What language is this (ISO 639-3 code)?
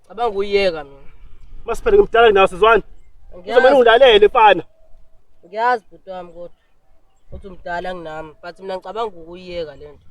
zul